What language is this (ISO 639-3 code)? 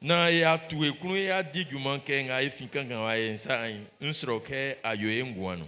bci